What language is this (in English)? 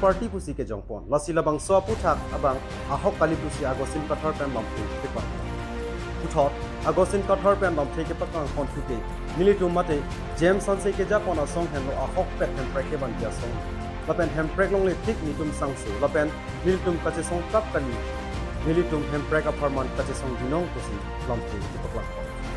Karbi